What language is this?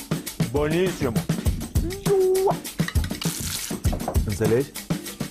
Romanian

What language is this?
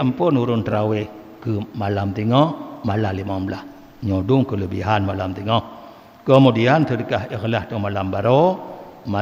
Achinese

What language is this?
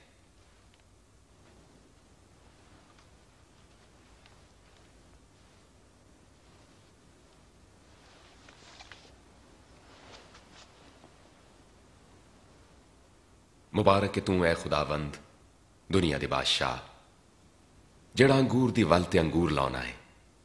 Punjabi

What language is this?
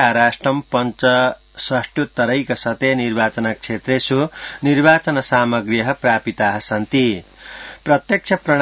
Sanskrit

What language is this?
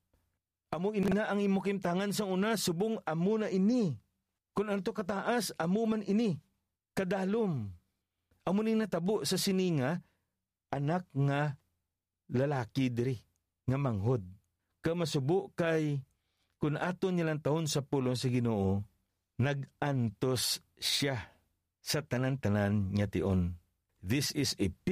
Hiligaynon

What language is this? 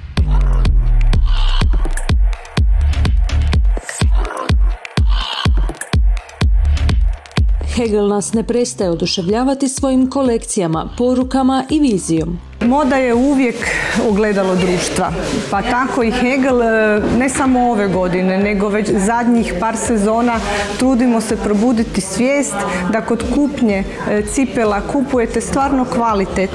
Croatian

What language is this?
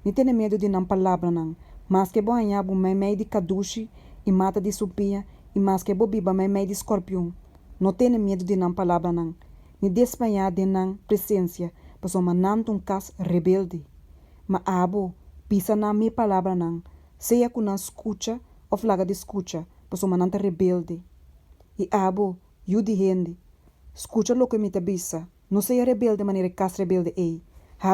Papiamento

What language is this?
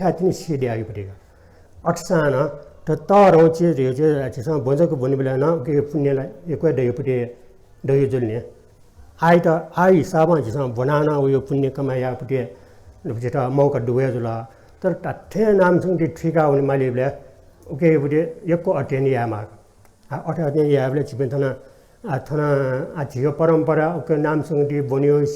Newari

